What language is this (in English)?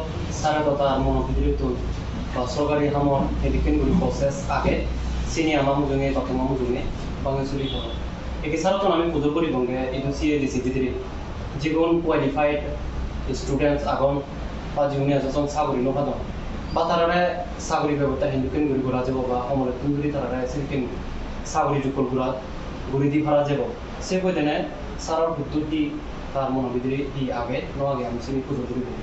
Chakma